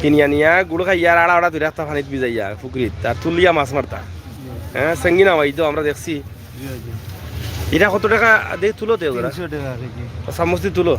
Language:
Sylheti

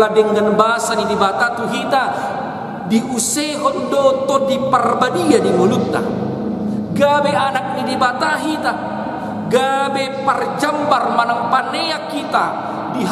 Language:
Batak Toba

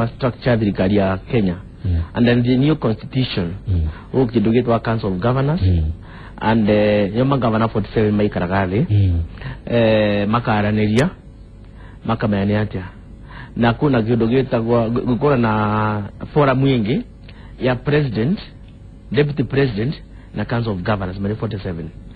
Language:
Kikuyu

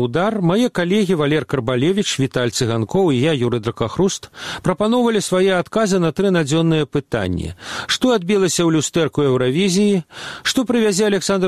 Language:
Belarusian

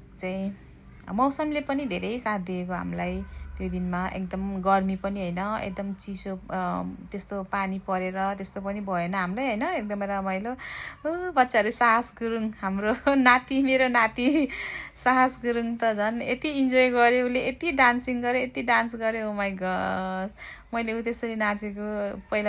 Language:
Nepali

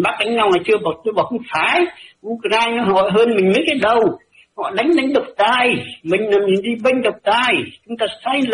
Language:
Vietnamese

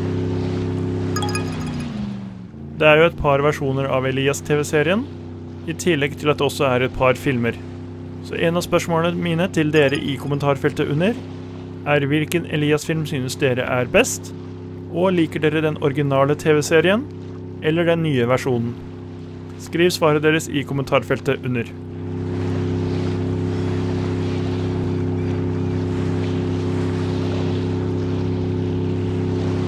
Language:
Norwegian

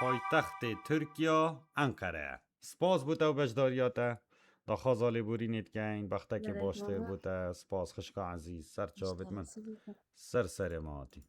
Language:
Kurdish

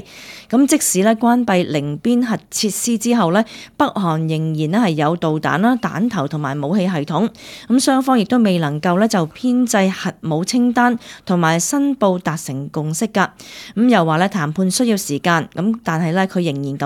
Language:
Cantonese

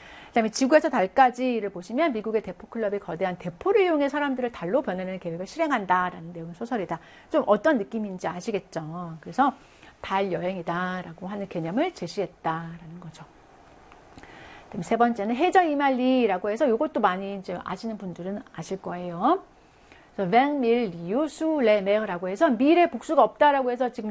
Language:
Korean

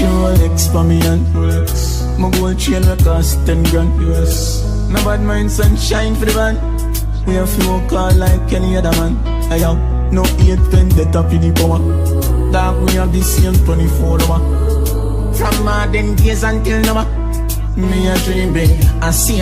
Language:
Jamaican Creole English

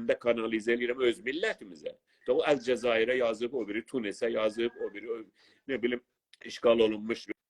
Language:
South Azerbaijani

